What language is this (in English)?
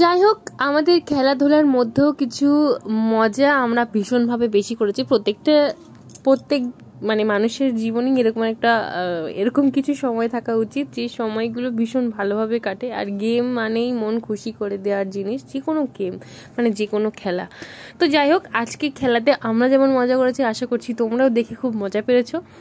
Bangla